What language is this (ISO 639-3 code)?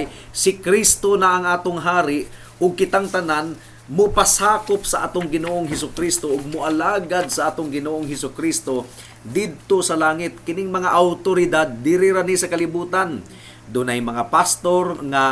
ceb